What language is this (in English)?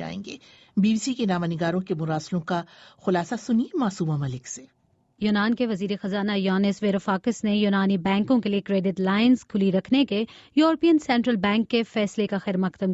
Urdu